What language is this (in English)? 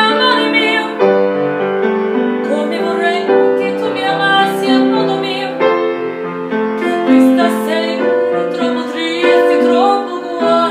Italian